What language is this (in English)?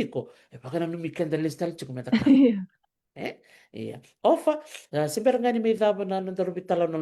Fijian